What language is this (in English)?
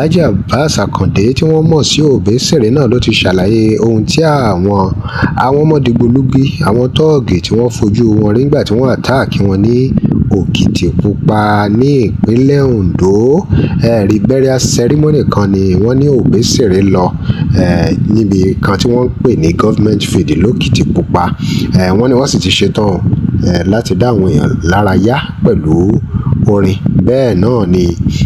Yoruba